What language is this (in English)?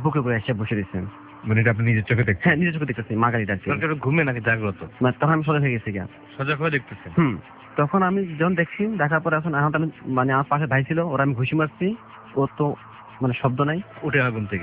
Bangla